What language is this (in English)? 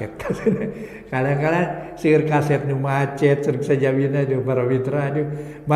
Sundanese